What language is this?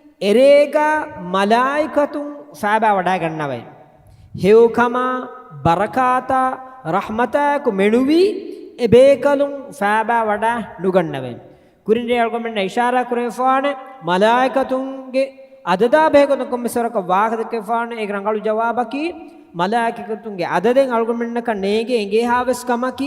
Divehi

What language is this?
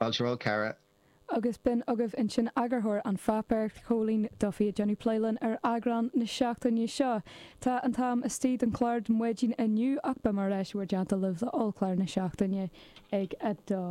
Irish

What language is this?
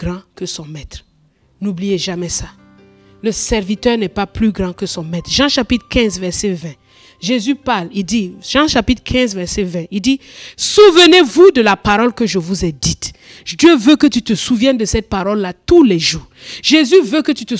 French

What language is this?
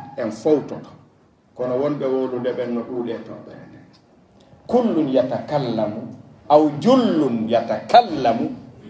Pular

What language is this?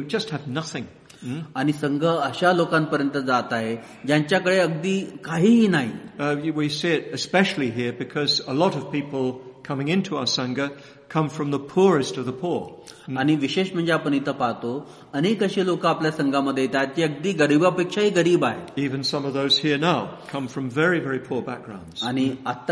Marathi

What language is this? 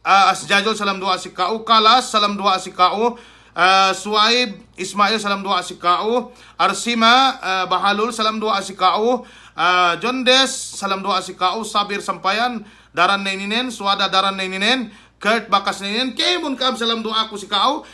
Yakan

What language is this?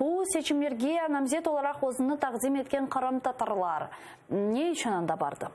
Crimean Tatar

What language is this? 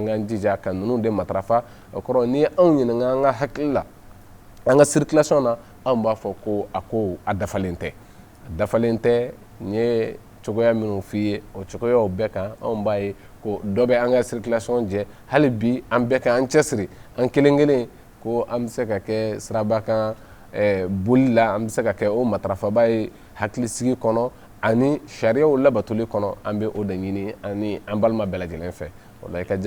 Bambara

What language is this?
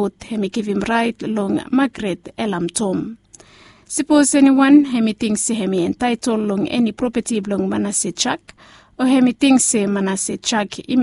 Bislama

